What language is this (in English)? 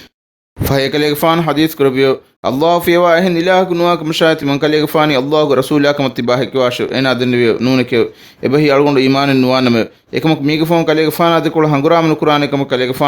Divehi